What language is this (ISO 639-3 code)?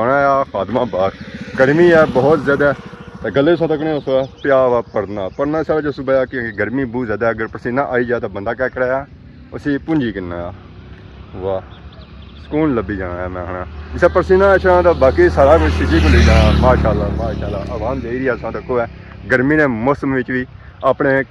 phr